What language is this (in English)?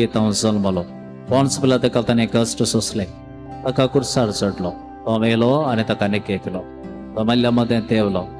Konkani